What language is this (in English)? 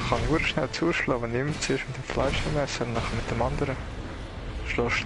Swiss German